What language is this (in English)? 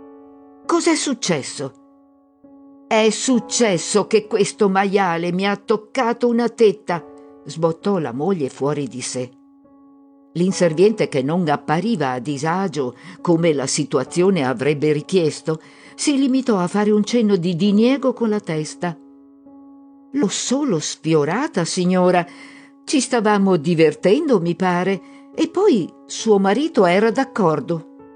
Italian